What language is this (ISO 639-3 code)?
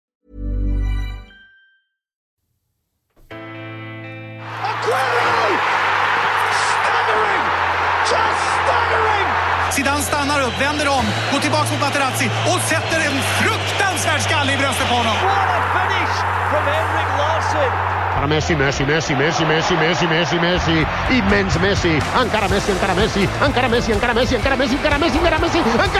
swe